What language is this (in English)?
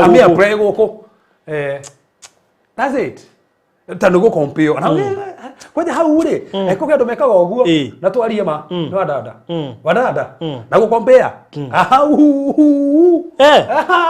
Kikuyu